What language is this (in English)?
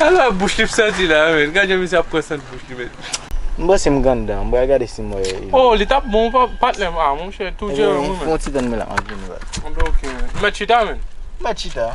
Haitian Creole